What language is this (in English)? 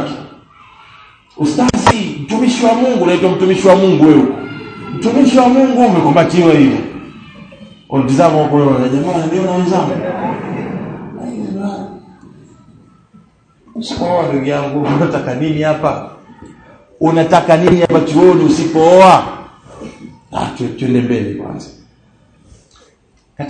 Swahili